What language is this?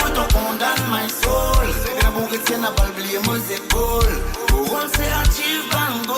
Morisyen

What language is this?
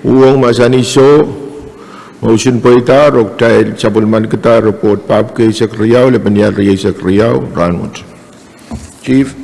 Pohnpeian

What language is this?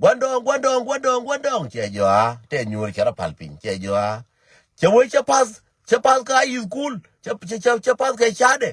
Nuer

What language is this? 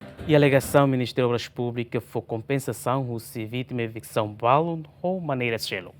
Tetum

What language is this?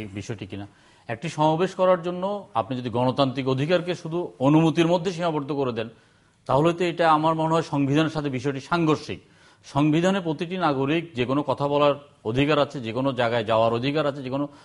Bangla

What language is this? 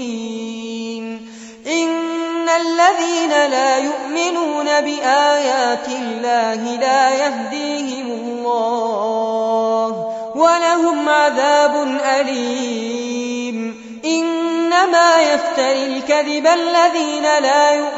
Arabic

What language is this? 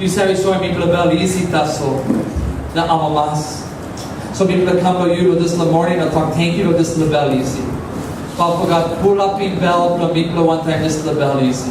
Tok Pisin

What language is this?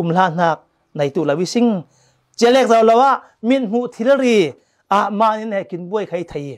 Falam Chin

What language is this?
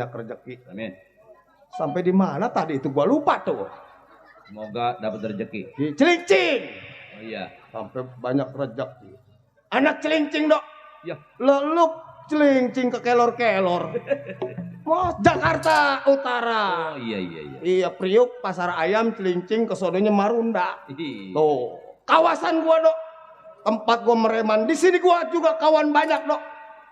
Betawi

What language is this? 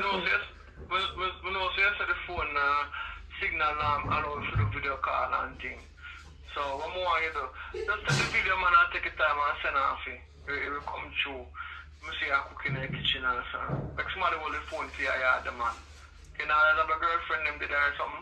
Jamaican Creole English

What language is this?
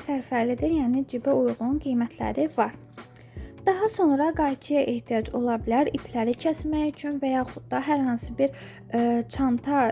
Azerbaijani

